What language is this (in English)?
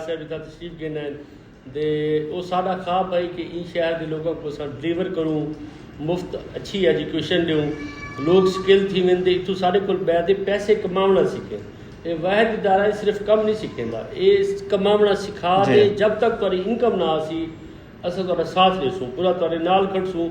Saraiki